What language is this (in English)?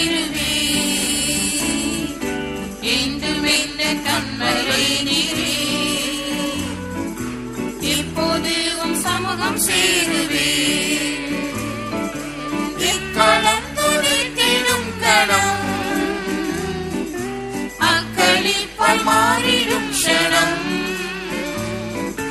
Tamil